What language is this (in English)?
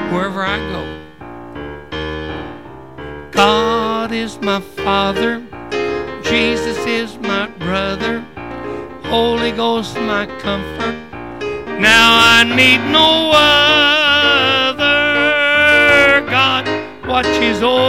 English